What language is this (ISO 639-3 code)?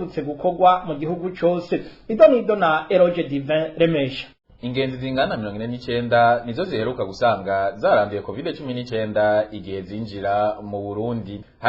run